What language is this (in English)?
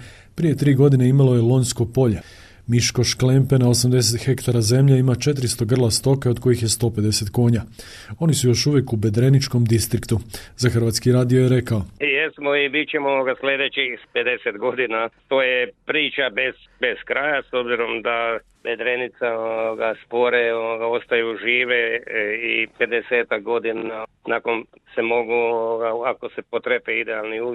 Croatian